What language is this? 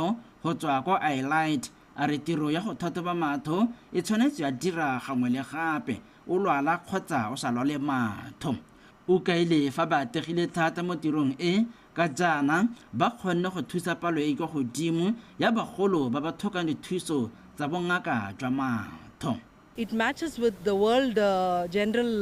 Tswana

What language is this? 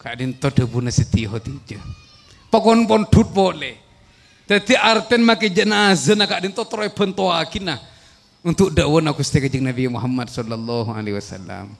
Madurese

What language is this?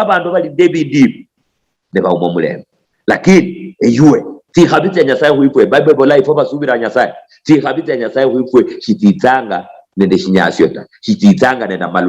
Luyia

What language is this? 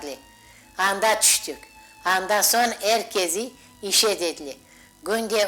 Crimean Tatar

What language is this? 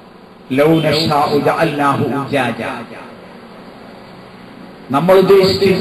Malayalam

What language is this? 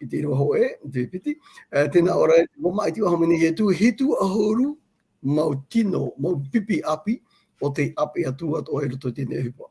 Tahitian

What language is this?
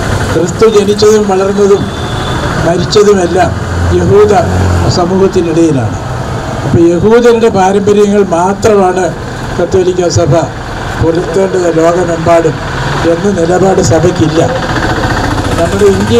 Malayalam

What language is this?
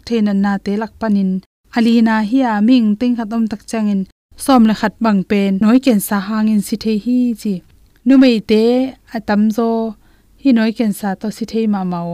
Tedim Chin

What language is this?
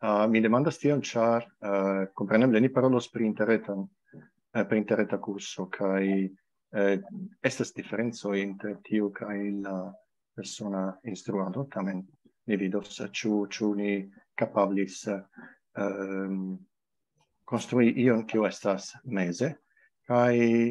Esperanto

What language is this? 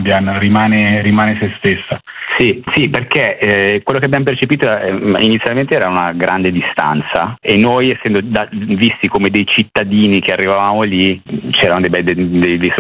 Italian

